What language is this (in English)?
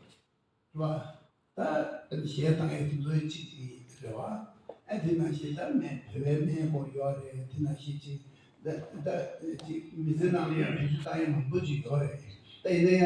Tibetan